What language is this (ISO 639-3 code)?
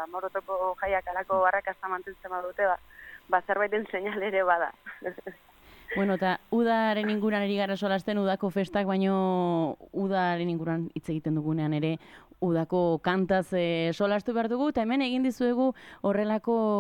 eus